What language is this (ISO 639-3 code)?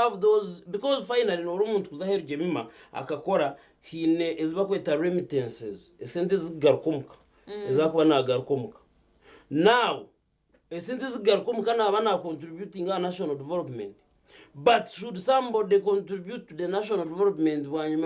nyn